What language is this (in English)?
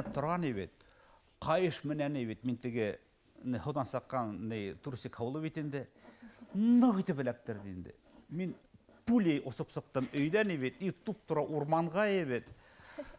Bashkir